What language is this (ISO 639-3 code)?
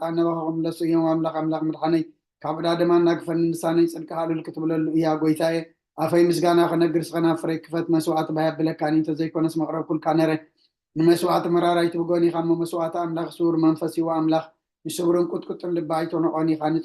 tir